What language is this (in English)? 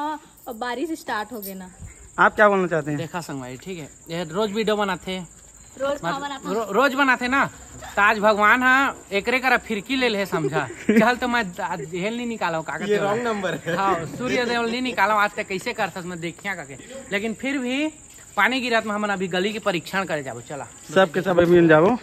Chhattisgarhi